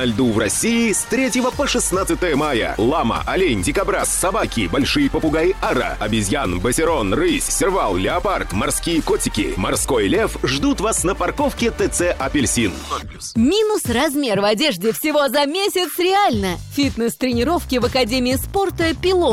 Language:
Russian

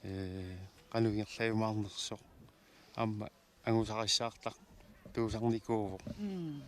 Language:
Kalaallisut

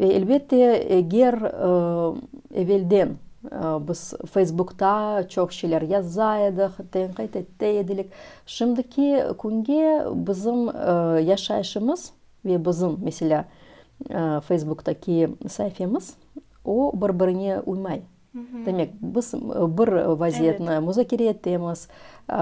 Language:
Crimean Tatar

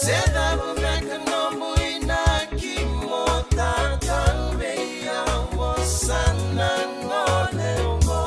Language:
Fijian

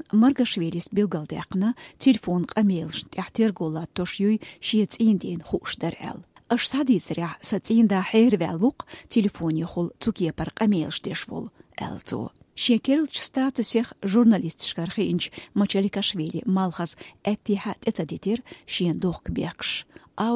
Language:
Chechen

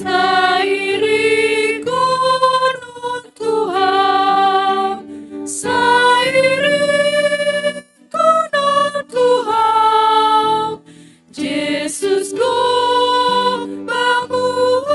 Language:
Batak Simalungun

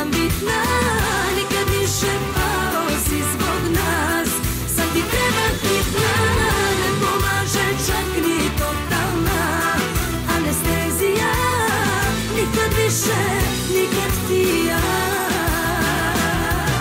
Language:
Serbian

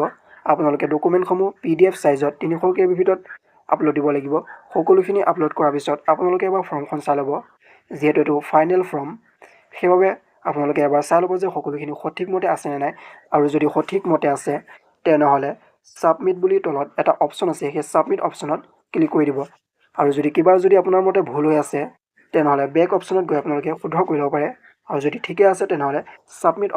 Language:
Assamese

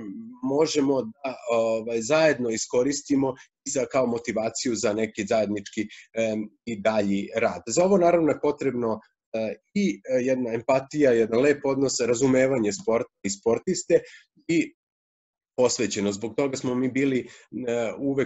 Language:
Serbian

